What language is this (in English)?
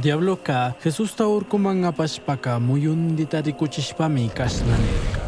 Chimborazo Highland Quichua